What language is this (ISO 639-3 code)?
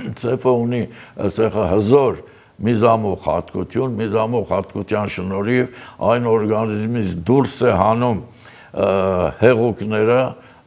hye